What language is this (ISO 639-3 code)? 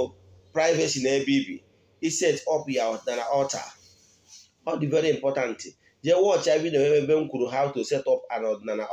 ibo